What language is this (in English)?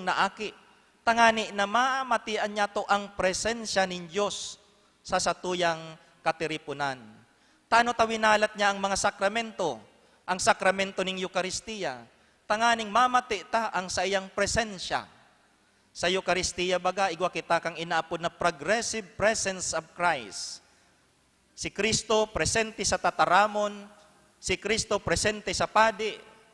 Bikol